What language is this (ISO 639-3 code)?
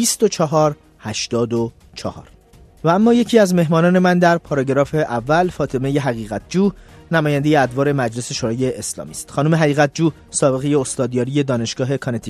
fas